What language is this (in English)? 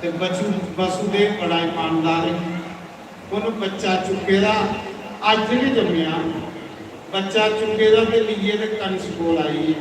Dogri